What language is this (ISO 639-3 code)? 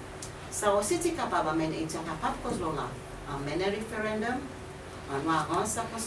crs